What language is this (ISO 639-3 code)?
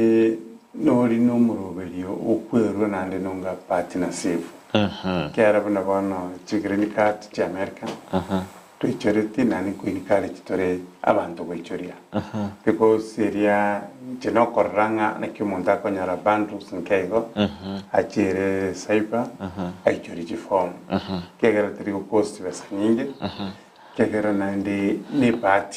guz